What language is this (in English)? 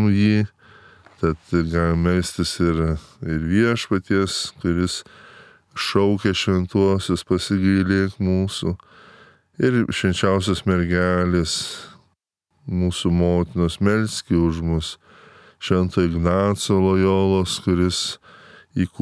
Lithuanian